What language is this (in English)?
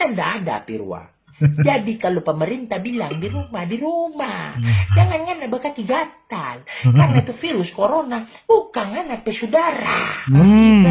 Manado Malay